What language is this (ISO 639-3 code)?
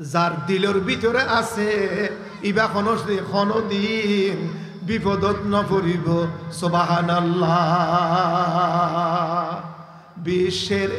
rhg